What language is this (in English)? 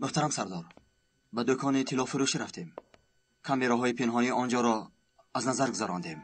Tajik